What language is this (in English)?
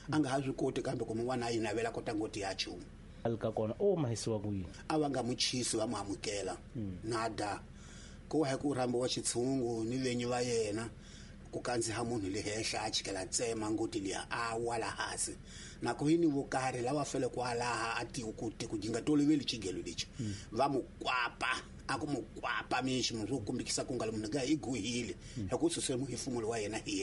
Tsonga